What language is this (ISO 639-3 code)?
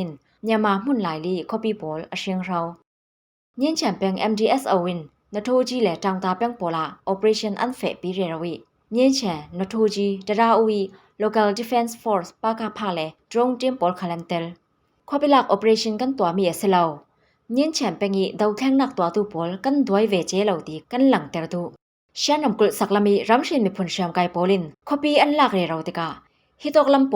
cfm